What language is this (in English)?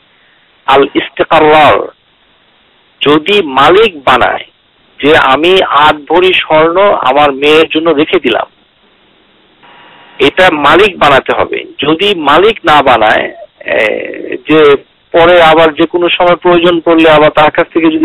Bangla